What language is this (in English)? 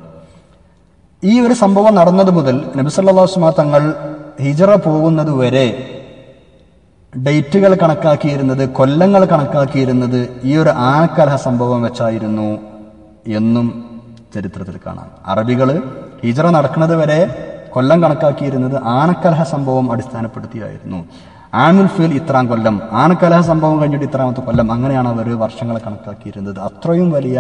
Malayalam